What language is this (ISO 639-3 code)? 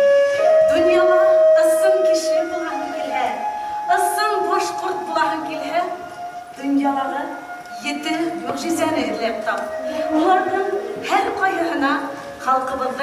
bak